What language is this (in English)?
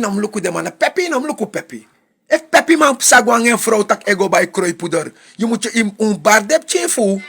Sranan Tongo